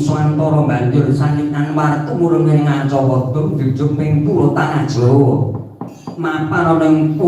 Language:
Javanese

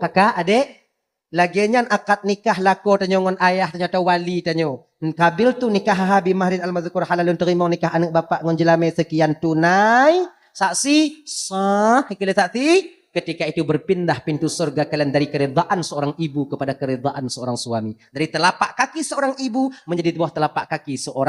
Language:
Achinese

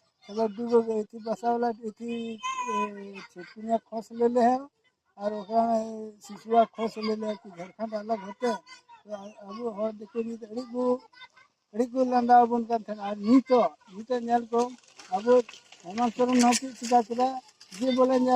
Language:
Santali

